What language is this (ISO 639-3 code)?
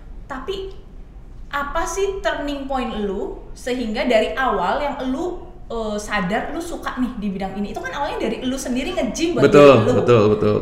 ind